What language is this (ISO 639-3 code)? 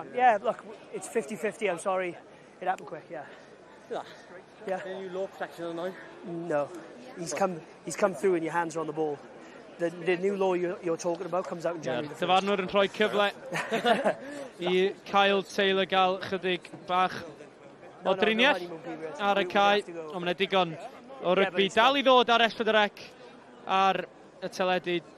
cym